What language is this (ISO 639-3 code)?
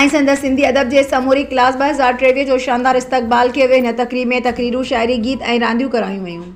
snd